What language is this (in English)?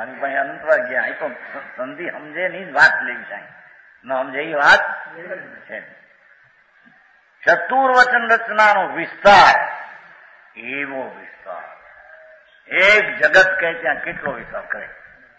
Gujarati